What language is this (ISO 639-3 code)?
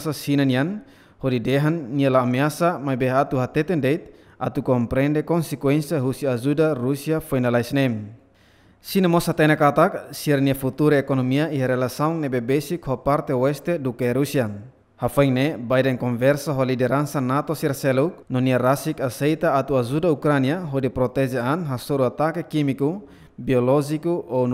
tet